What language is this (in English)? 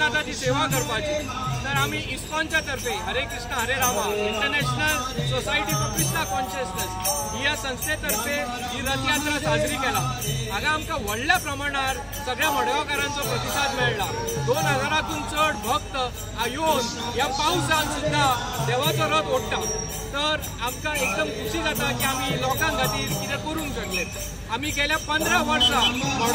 Konkani